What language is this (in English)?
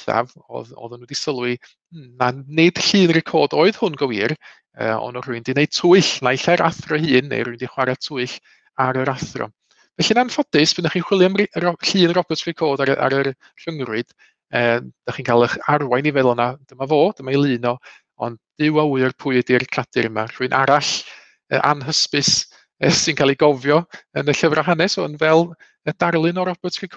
Welsh